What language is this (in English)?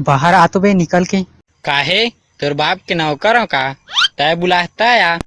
Chhattisgarhi